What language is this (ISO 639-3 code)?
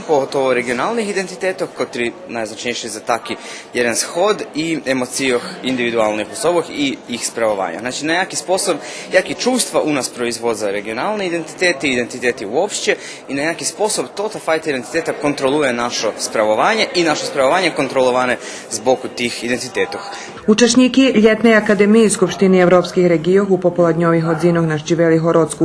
rue